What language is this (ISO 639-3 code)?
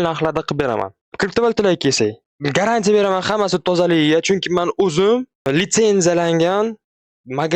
uzb